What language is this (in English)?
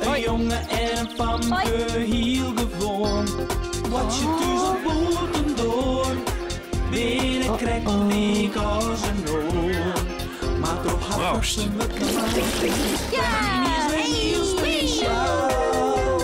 Western Frisian